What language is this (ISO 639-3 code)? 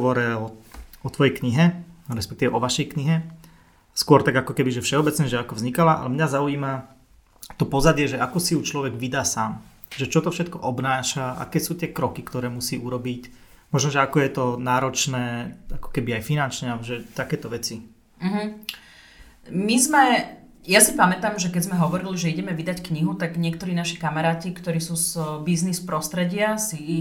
slk